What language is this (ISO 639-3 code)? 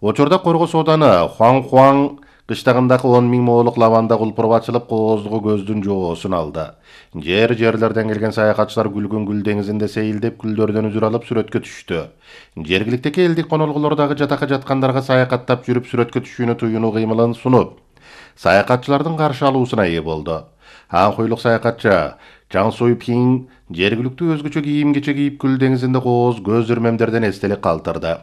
kir